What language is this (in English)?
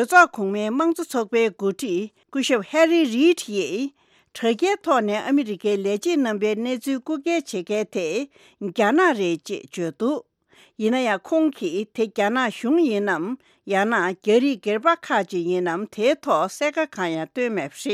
Tibetan